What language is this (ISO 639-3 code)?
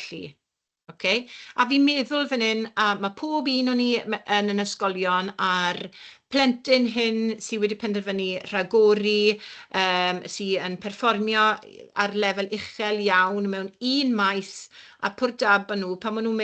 cym